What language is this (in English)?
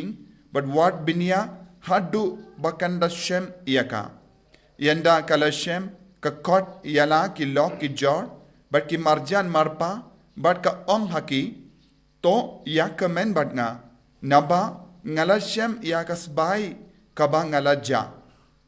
Khasi